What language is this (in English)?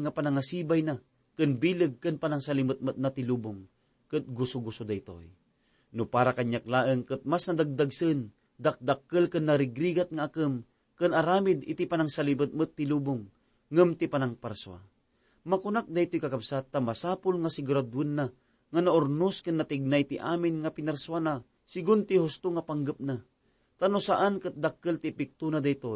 Iloko